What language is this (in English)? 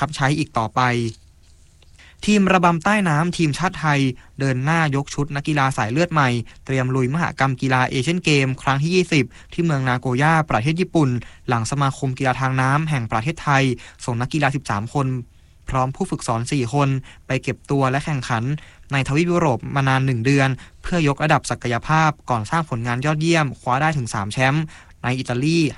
Thai